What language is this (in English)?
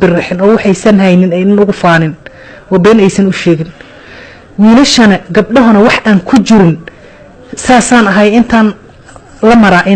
Somali